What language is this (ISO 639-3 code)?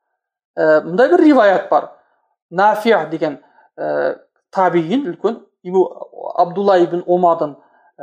kaz